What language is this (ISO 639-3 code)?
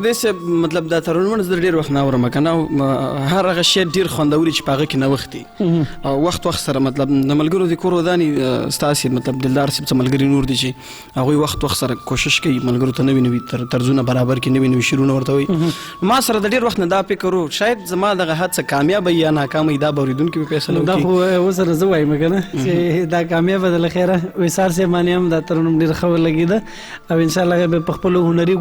pus